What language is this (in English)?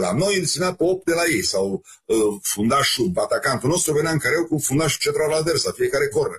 Romanian